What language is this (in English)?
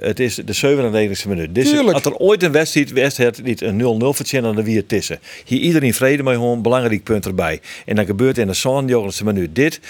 Western Frisian